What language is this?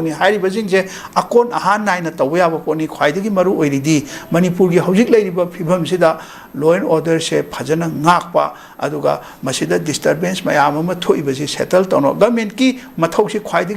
Manipuri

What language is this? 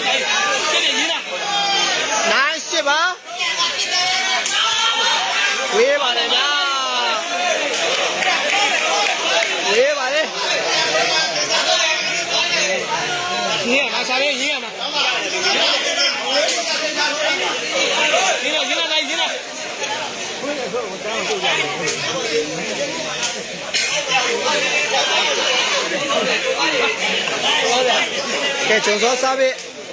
Burmese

